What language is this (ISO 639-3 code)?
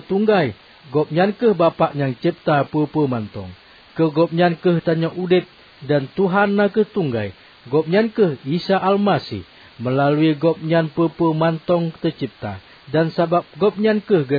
ace